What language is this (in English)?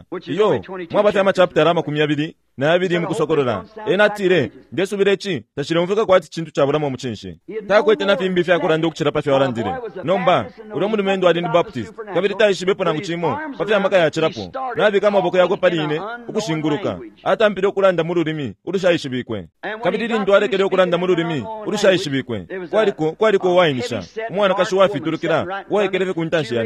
Bemba